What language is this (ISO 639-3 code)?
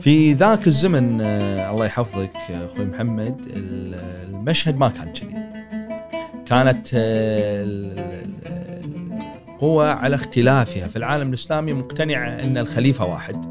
afb